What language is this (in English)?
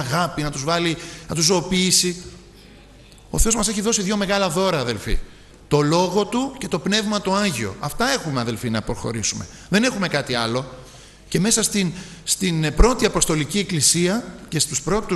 Greek